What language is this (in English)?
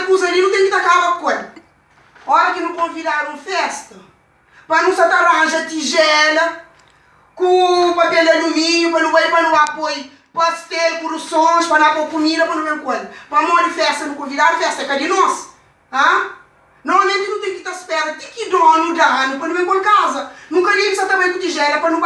Kabuverdianu